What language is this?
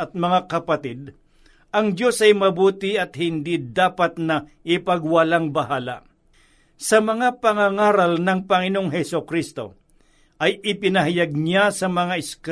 Filipino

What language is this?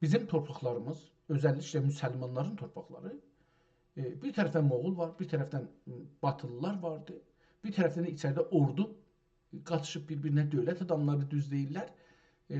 South Azerbaijani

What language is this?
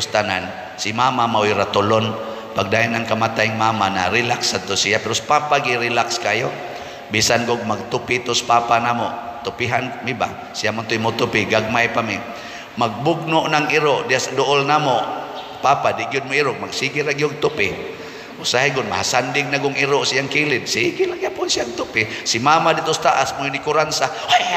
Cebuano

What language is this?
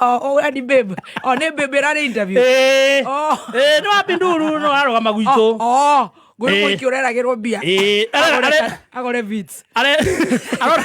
Kikuyu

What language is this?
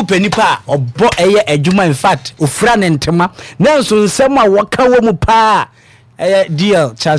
Akan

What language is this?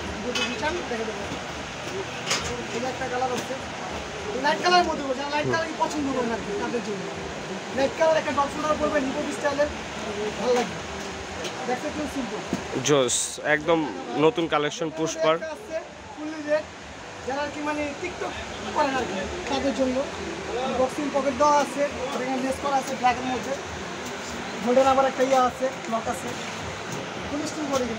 Bangla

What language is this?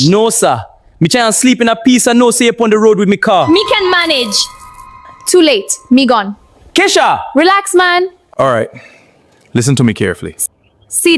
Jamaican Creole English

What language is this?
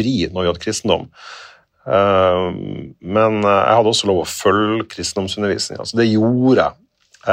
Norwegian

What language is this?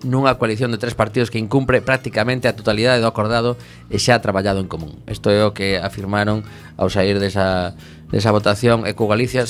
Galician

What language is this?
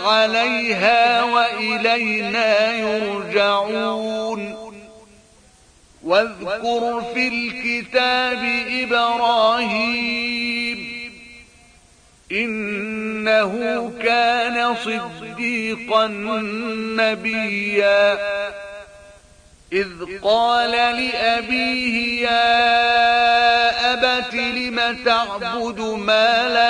Arabic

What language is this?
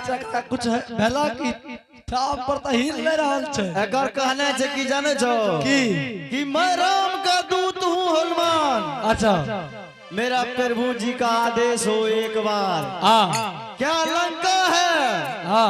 Angika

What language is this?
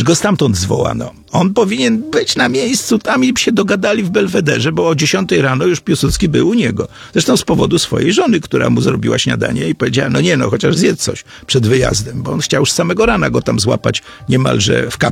Polish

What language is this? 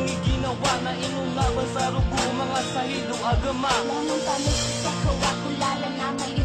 Maranao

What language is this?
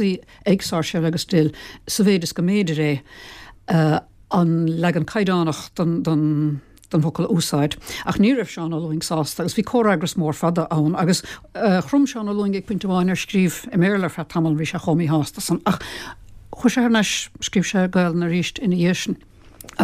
Irish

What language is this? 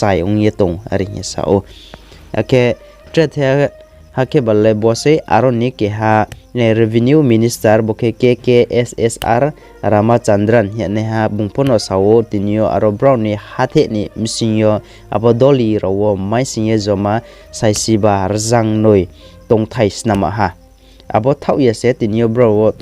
Riang (India)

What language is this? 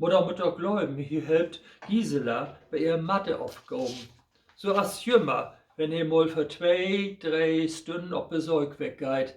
Low German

